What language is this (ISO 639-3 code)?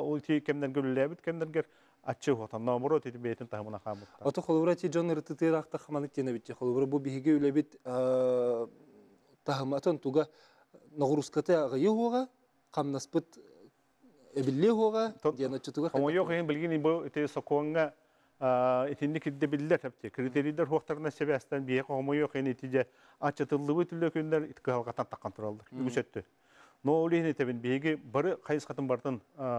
sah